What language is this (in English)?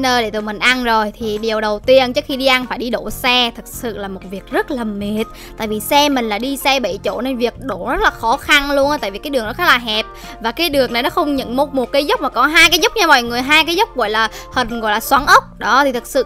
Vietnamese